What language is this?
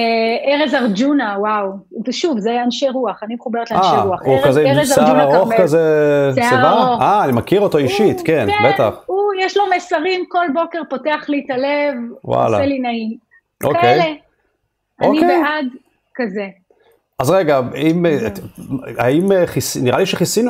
Hebrew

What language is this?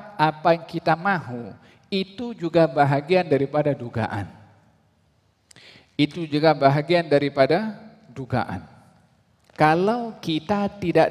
Malay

